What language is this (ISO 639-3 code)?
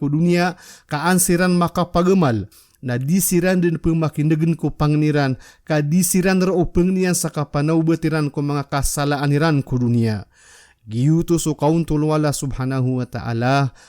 mrw